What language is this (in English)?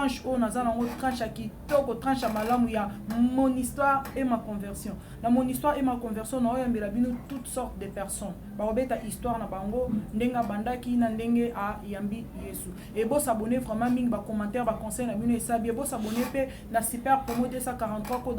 Lingala